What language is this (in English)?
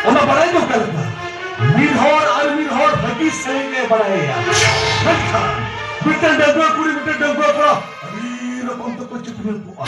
Santali